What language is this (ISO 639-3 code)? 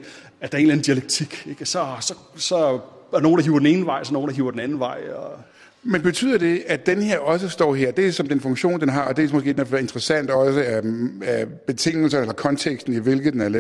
dan